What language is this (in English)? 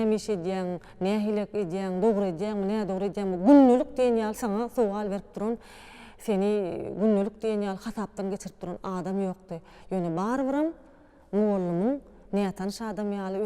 Turkmen